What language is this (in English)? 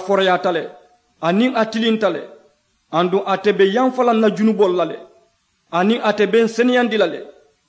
Mandingo